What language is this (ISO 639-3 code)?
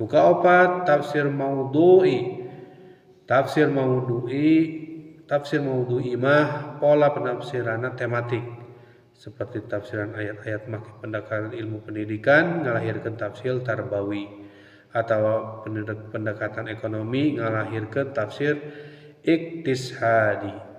sun